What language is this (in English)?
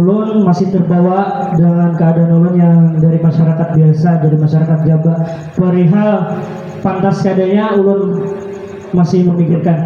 Banjar